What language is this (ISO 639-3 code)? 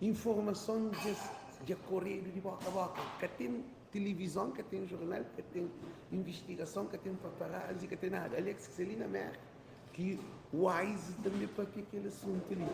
kea